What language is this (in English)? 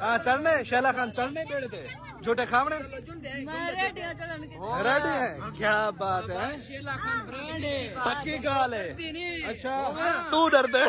Saraiki